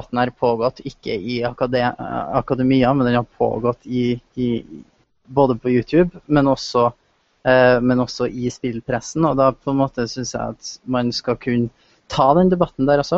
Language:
Norwegian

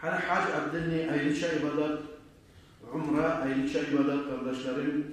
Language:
Kumyk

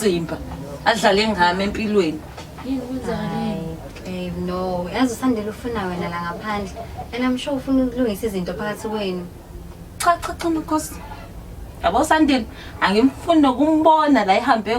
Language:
Zulu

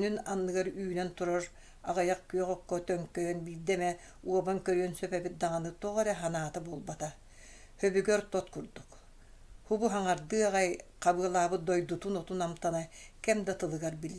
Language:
Yakut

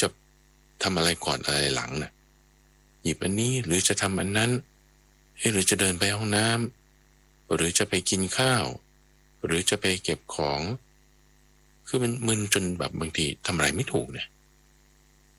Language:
Thai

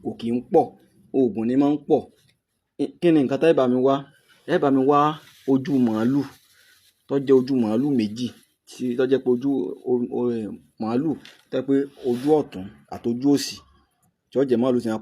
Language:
Yoruba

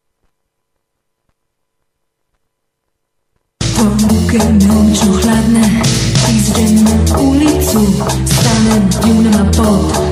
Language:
Serbian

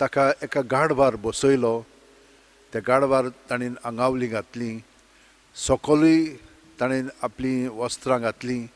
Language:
Konkani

